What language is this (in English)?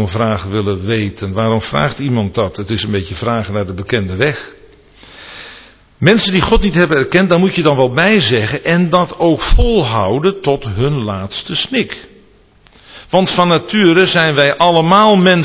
Dutch